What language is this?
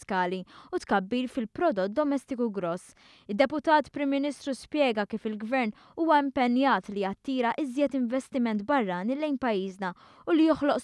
Maltese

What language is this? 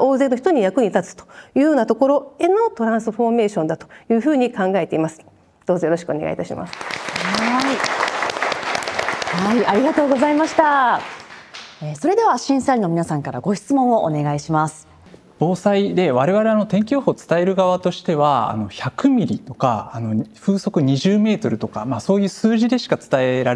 Japanese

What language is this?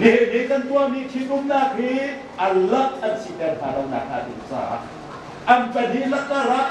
Hakha Chin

